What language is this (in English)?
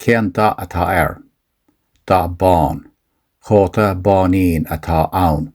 Irish